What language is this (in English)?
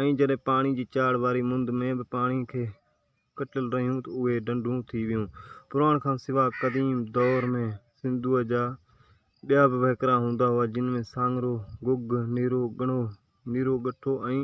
Sindhi